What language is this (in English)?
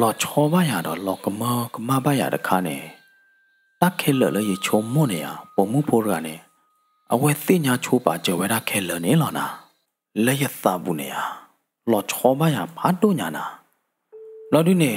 S'gaw Karen